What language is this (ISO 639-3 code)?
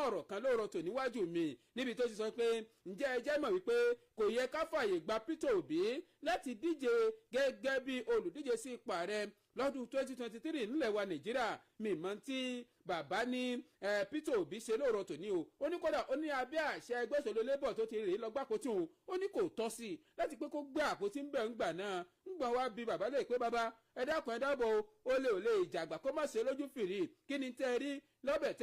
yor